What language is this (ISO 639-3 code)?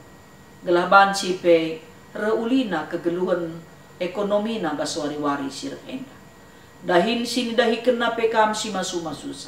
btx